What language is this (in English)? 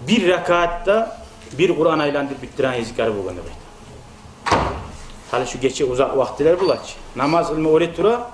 Kumyk